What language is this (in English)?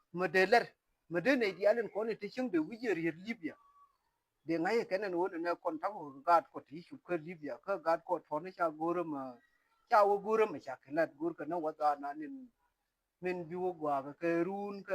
Nuer